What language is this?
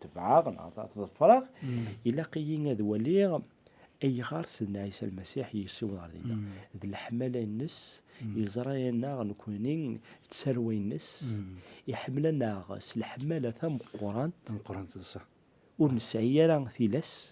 Kabyle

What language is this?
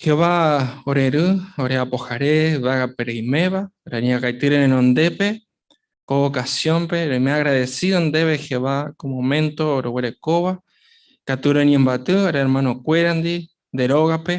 Guarani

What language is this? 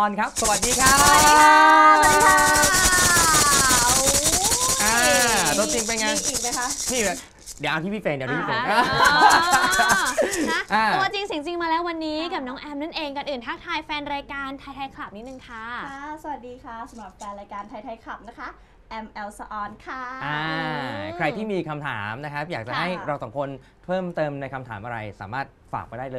Thai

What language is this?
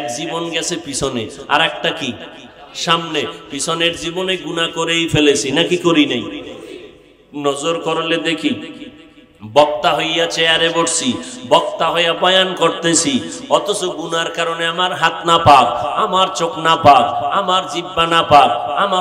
Bangla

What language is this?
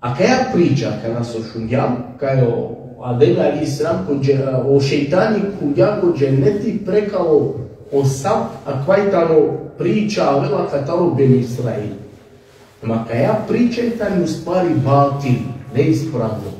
Balkan Romani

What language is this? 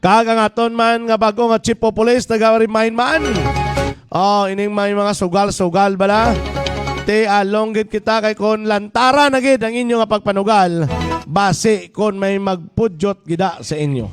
Hiligaynon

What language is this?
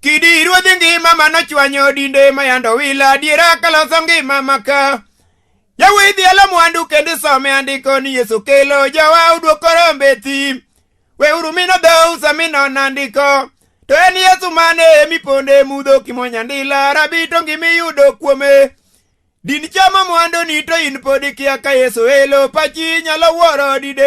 Luo (Kenya and Tanzania)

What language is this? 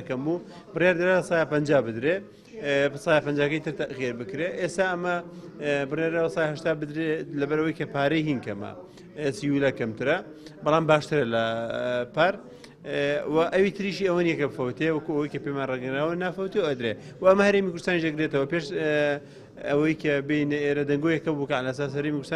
Central Kurdish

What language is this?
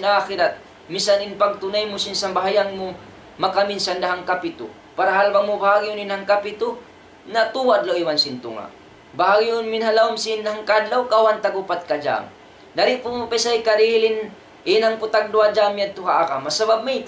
Tausug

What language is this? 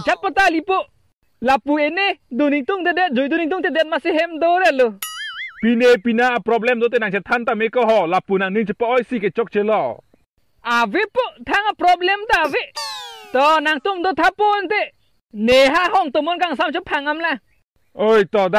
Karbi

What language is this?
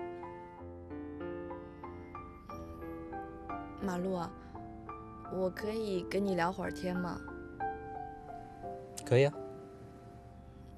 Chinese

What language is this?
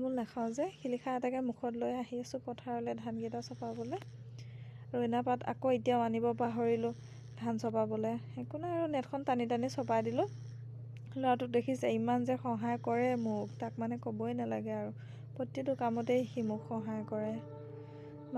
Assamese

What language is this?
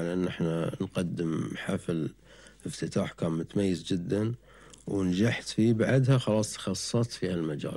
Gulf Arabic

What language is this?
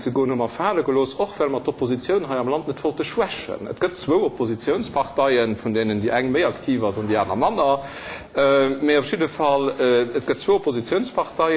Luxembourgish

